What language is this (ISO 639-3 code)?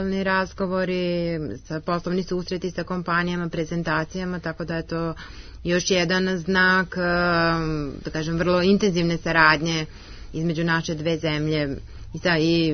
srp